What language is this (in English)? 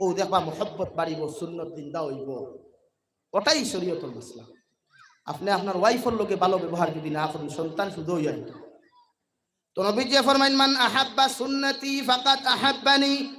Sylheti